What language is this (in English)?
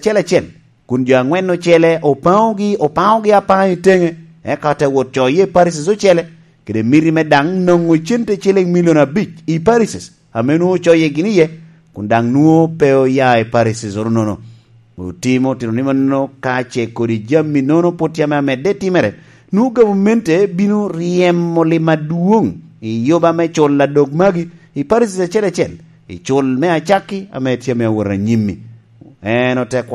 Lango (Uganda)